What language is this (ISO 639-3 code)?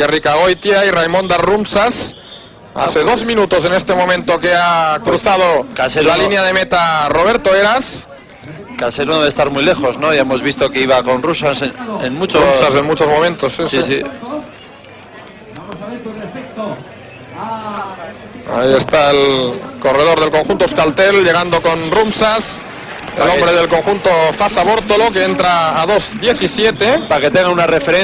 spa